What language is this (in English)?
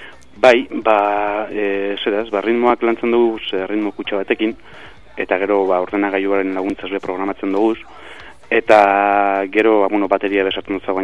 Basque